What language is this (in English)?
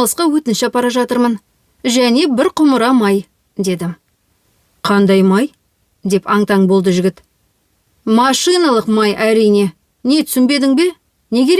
Kazakh